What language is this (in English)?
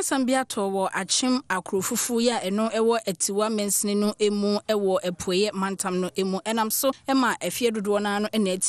Akan